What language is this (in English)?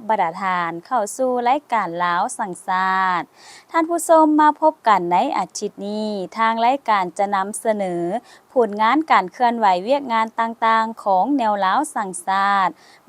Lao